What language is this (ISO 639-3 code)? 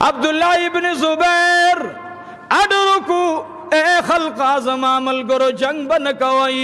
pus